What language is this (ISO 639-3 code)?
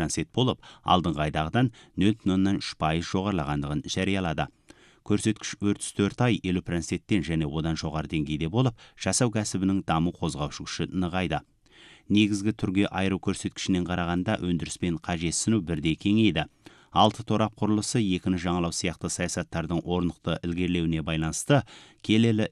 kaz